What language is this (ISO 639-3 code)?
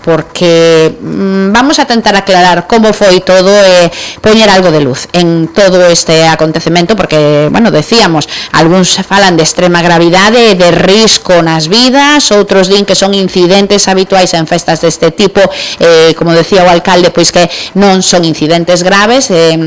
glg